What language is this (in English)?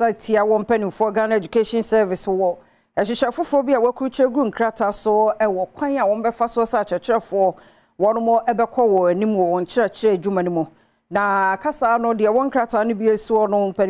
Akan